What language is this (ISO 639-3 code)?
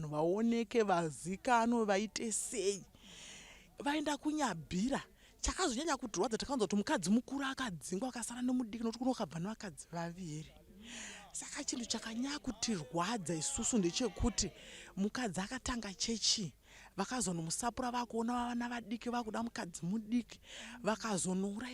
sna